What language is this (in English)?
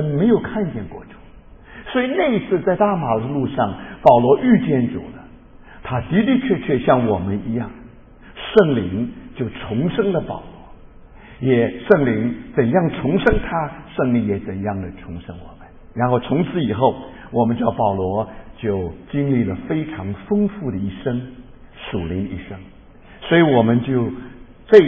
Chinese